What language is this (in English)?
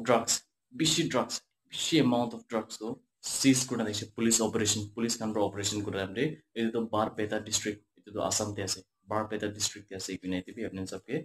Naga Pidgin